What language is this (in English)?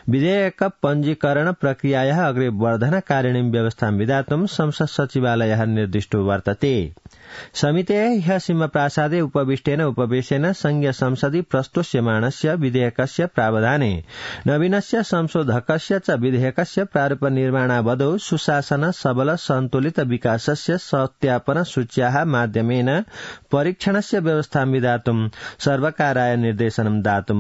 Sanskrit